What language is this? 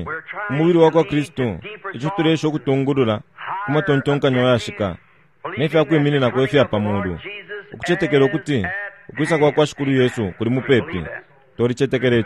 Bemba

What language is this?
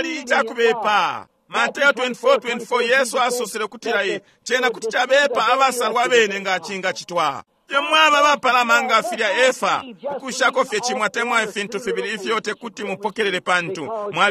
Bemba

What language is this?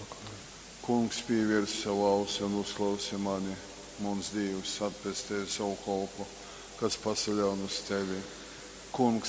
Latgalian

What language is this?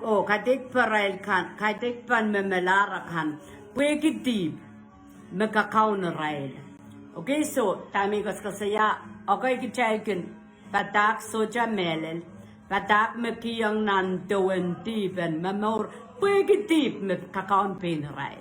Pohnpeian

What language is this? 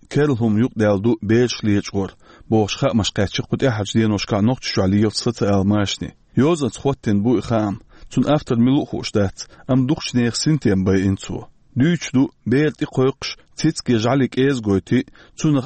Chechen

